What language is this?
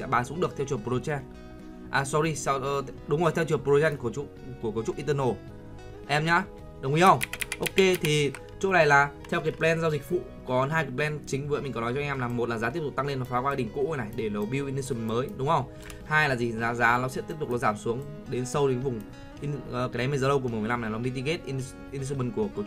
Vietnamese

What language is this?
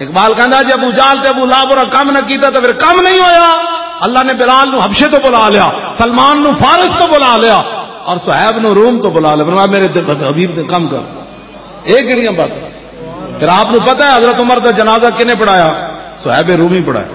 Western Panjabi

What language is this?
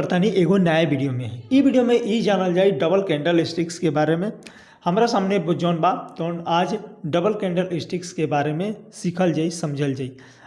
Bhojpuri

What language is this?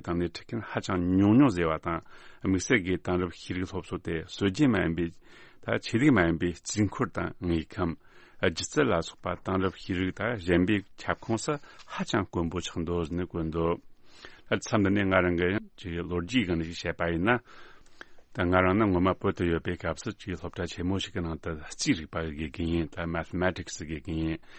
Tibetan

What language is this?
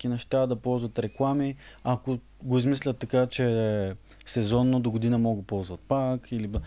Bulgarian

